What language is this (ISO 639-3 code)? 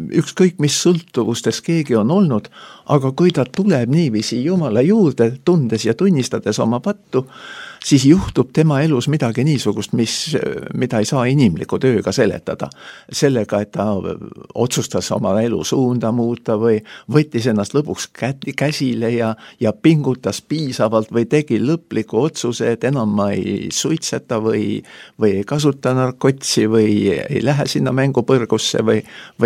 est